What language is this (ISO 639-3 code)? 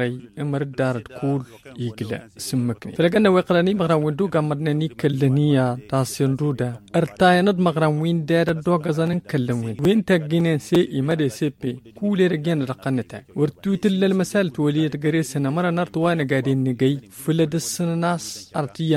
taq